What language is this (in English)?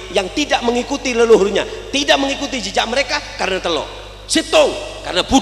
Madurese